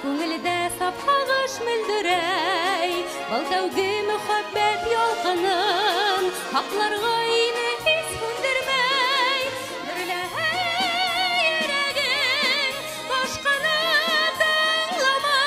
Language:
Bashkir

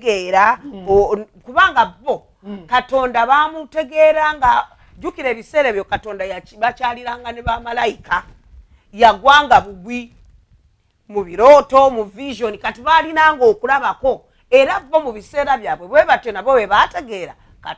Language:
Ganda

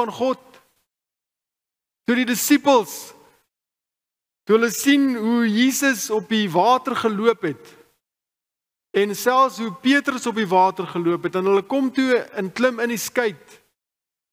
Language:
Afrikaans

